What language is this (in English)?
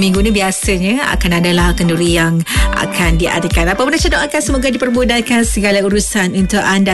Malay